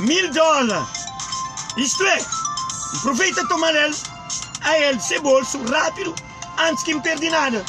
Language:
Kabuverdianu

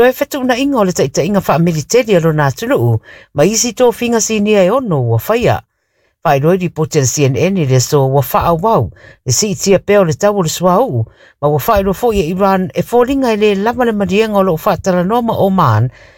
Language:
Samoan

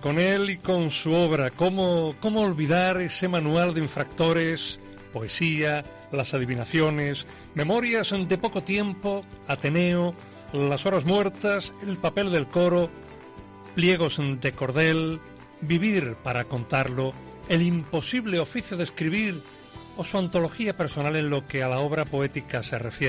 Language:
Spanish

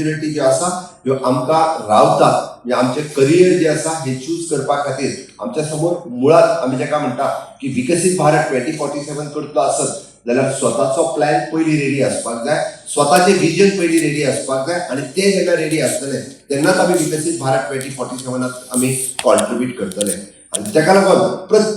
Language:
Konkani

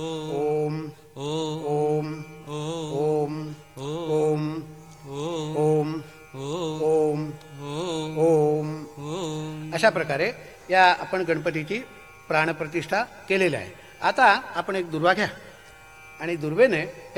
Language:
Marathi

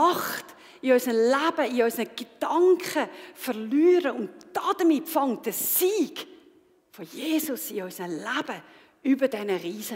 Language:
Swiss German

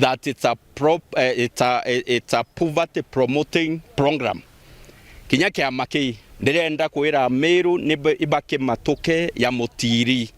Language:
Meru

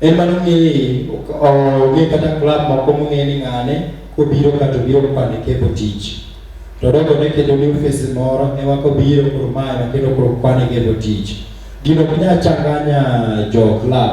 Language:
Luo (Kenya and Tanzania)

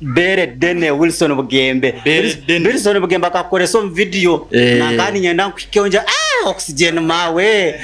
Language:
Nyankole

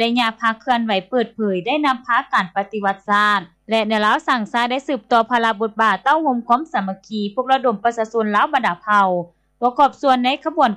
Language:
Lao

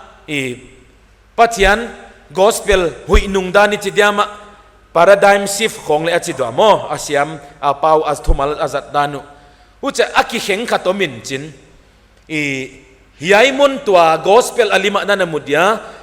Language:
Paite Chin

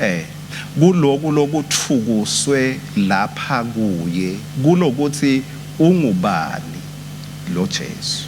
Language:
Swati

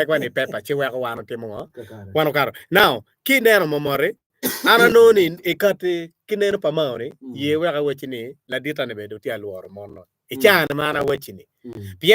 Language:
Acoli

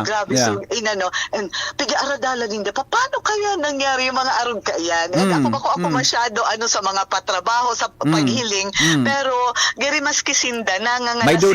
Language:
Bikol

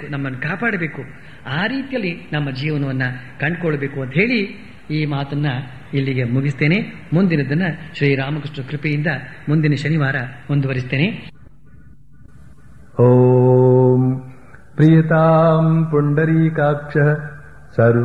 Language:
Kannada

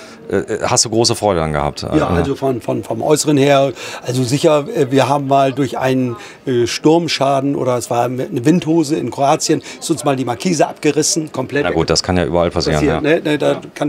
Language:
German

